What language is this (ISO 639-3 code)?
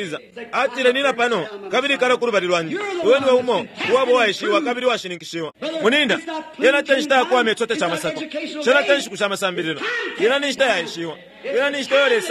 bem